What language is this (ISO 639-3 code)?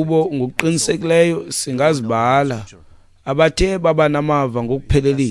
xho